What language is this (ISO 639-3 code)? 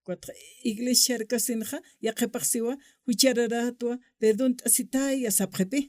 aym